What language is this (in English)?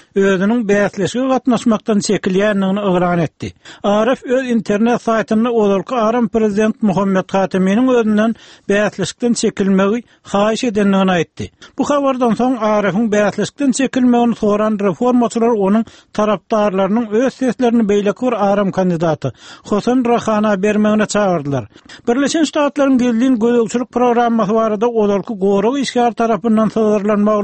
Turkmen